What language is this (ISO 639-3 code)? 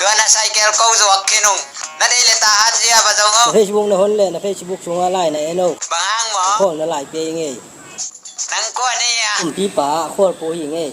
ctd